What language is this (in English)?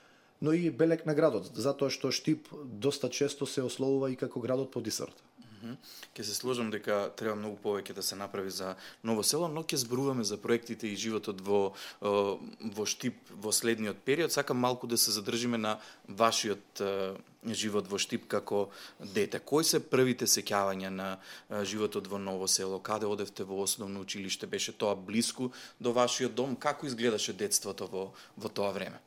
Macedonian